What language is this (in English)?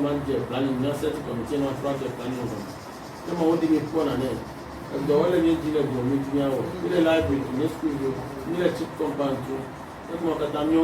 Ewe